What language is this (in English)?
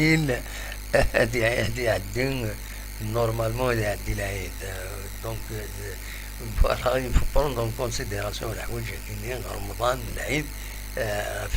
Kabyle